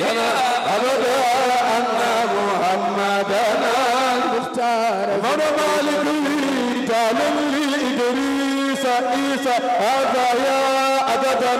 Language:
Fula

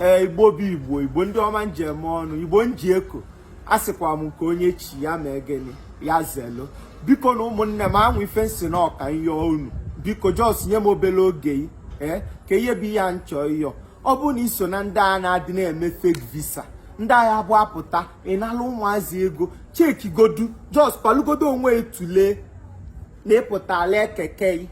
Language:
Igbo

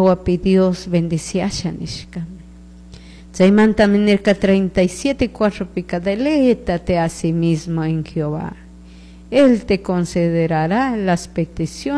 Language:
Chimborazo Highland Quichua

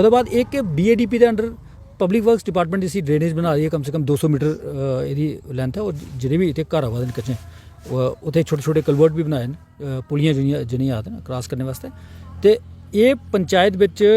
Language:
Dogri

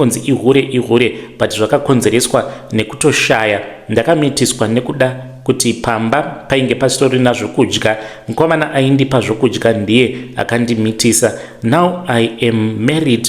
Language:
Shona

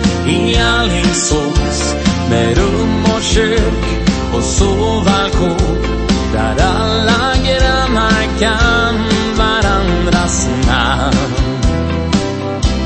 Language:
Swedish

